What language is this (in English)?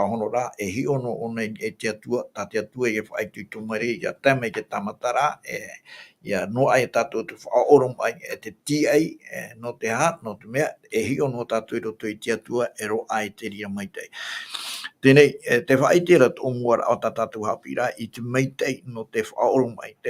Tahitian